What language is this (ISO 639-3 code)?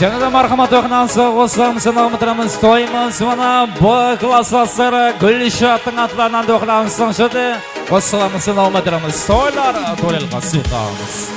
kaa